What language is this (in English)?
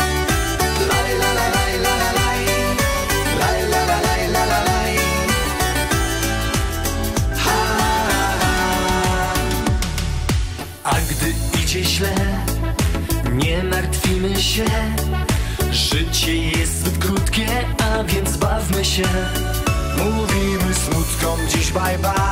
Polish